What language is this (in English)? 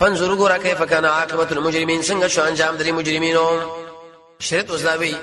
Pashto